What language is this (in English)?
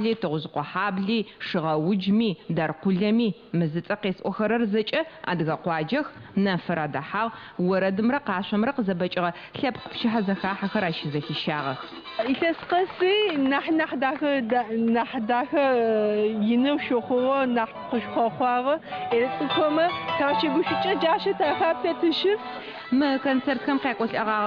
Adyghe